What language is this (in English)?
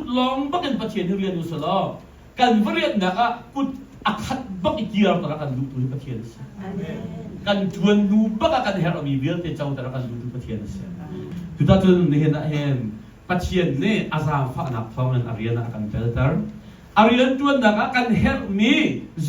Hakha Chin